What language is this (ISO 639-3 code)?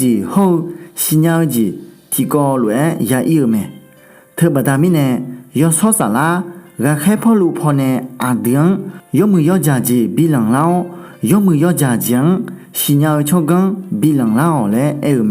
ahk